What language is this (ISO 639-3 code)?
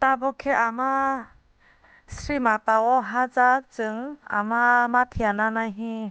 trp